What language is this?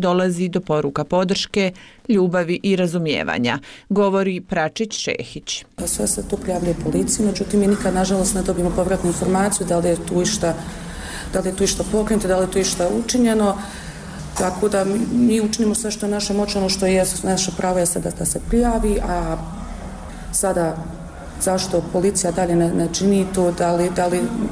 Bosnian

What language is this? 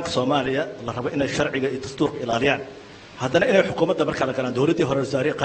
Somali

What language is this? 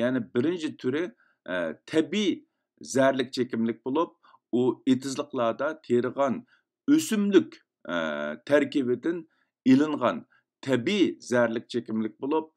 Uyghur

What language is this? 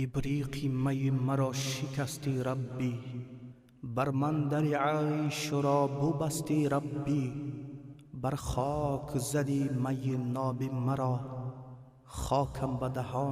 Tajik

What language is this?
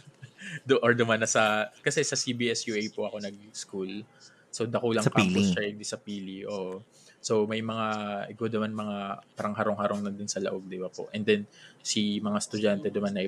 Bikol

